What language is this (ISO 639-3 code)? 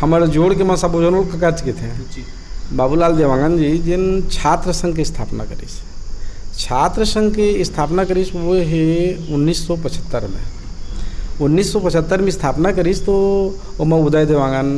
hne